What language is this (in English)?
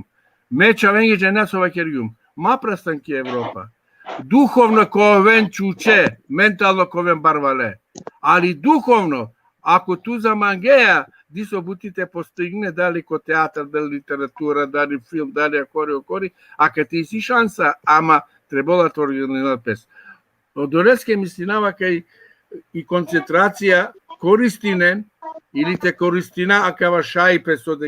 Balkan Romani